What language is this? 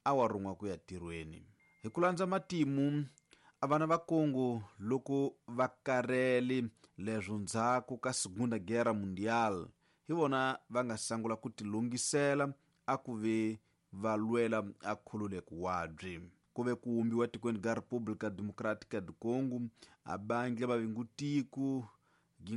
Tsonga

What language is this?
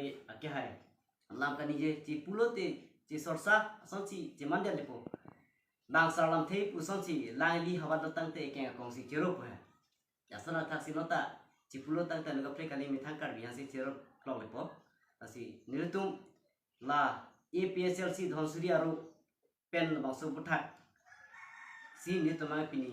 Karbi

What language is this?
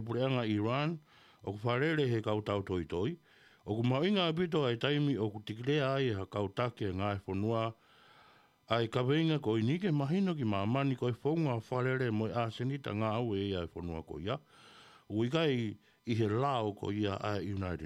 Tongan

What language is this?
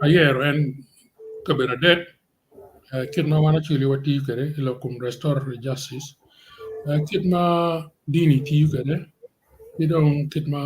Acoli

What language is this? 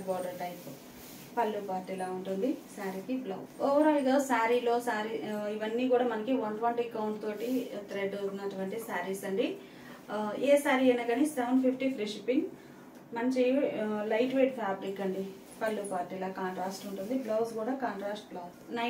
Telugu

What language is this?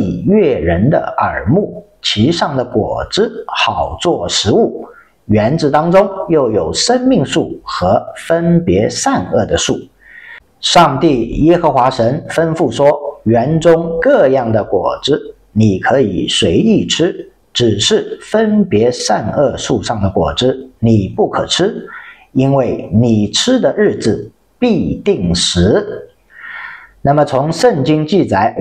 Chinese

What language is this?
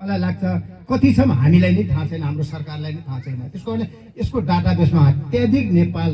Nepali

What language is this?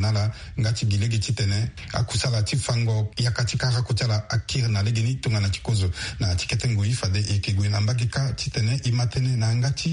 Sango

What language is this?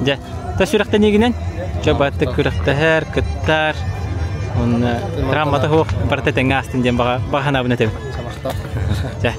Yakut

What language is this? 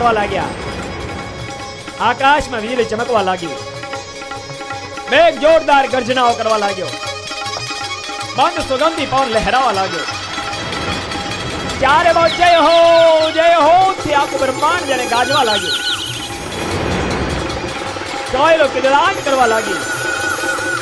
Gujarati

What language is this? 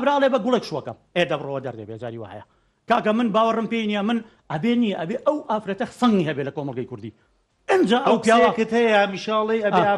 Central Kurdish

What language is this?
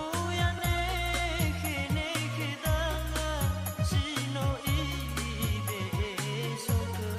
Nias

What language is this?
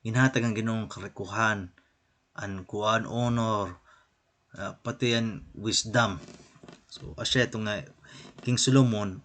Waray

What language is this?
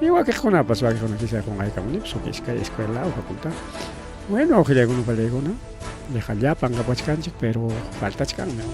Ayacucho Quechua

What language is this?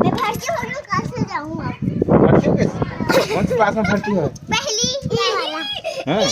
Chhattisgarhi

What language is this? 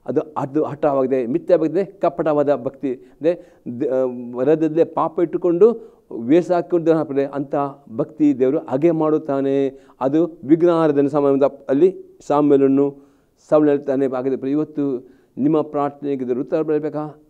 Kannada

